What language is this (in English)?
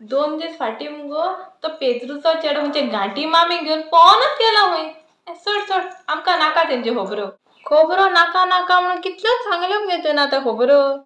Konkani